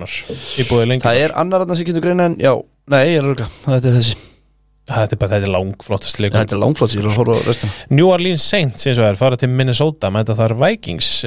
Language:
Icelandic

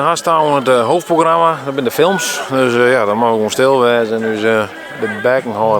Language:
Western Frisian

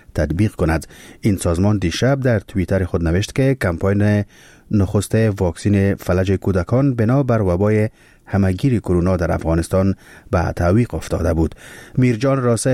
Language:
Persian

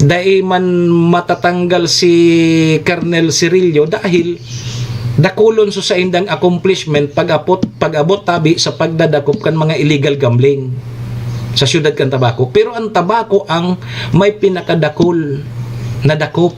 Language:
Bikol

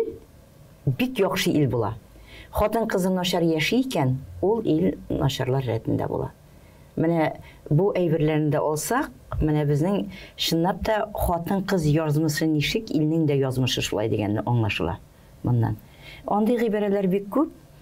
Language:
Tatar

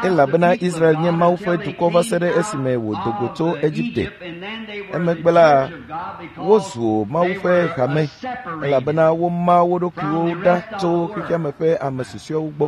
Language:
Ewe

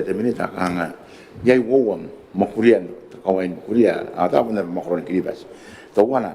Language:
Gilbertese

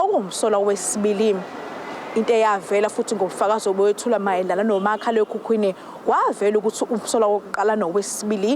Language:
Zulu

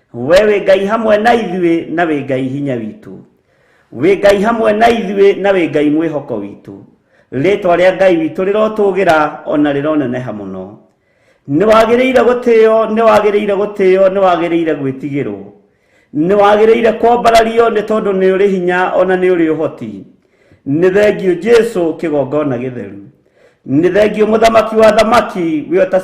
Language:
Kikuyu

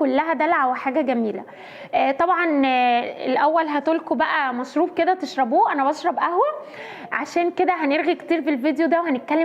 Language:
Egyptian Arabic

